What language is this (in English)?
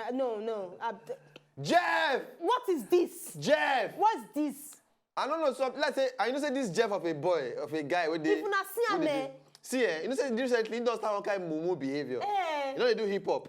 Nigerian Pidgin